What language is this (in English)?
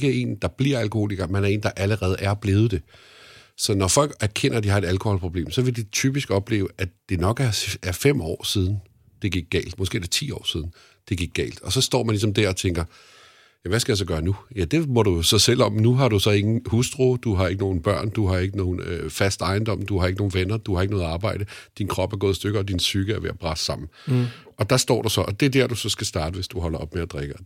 Danish